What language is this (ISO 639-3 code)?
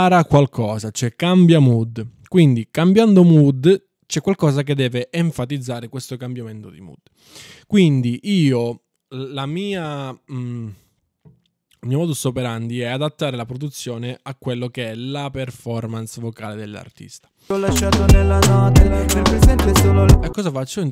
ita